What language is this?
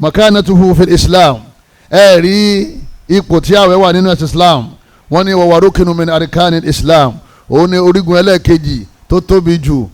Yoruba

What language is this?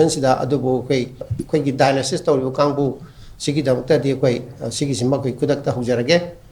Manipuri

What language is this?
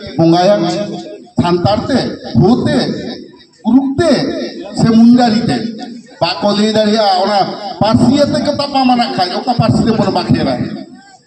Santali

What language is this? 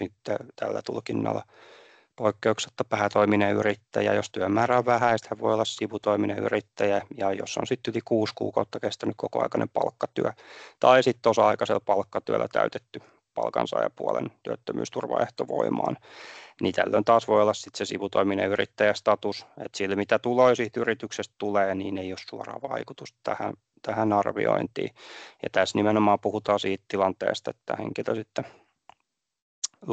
Finnish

